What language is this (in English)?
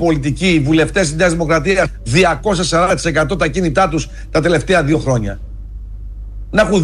Greek